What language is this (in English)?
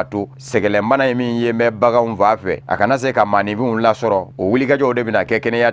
Bambara